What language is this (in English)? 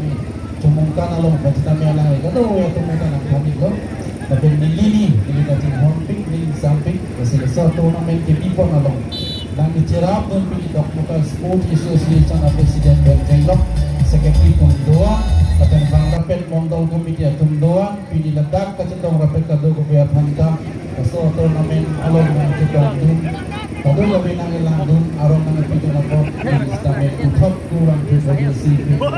Karbi